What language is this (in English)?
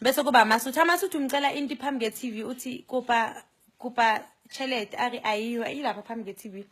Zulu